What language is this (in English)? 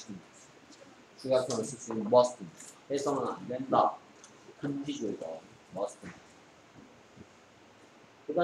Korean